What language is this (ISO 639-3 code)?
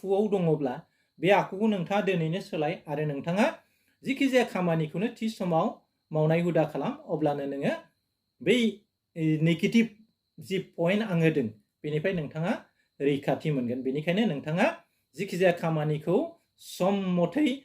brx